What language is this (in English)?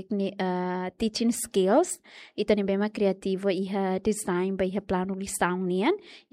Tetum